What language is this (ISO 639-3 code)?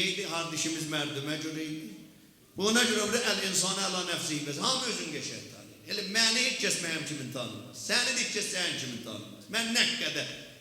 azb